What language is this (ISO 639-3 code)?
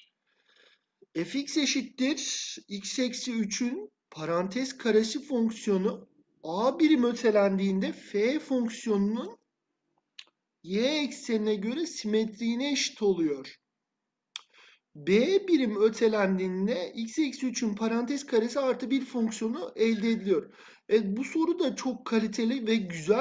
tur